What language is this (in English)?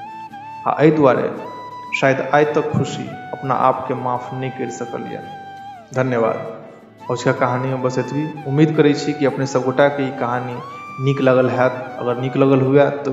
Maithili